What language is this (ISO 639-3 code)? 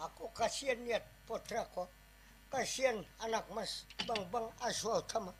bjn